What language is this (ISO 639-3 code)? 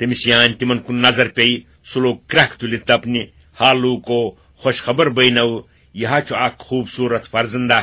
kas